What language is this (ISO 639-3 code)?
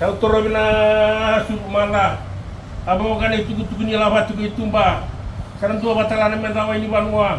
fij